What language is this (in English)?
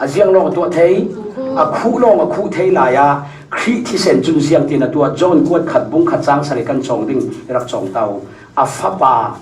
Falam Chin